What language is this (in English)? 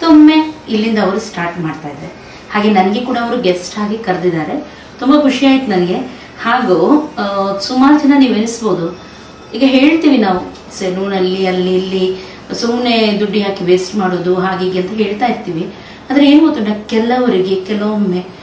Kannada